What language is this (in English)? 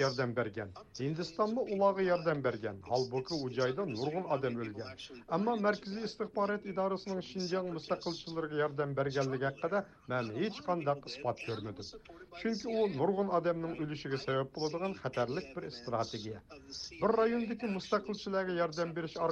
Uyghur